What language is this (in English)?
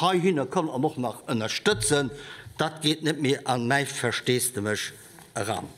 Luxembourgish